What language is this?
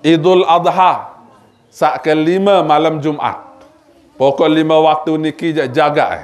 Sasak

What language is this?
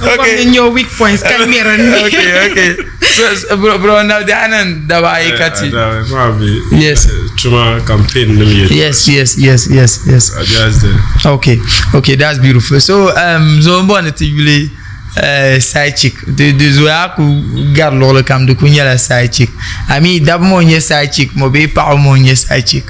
Dagbani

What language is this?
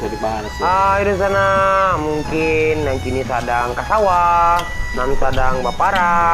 Minangkabau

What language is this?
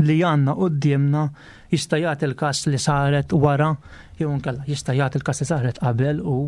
Maltese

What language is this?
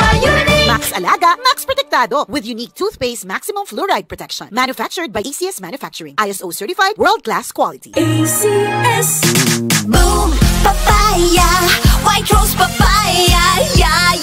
Bikol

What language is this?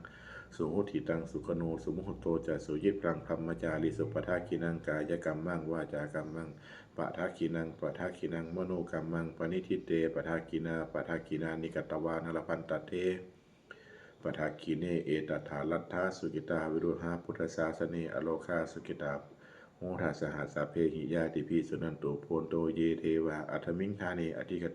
Pali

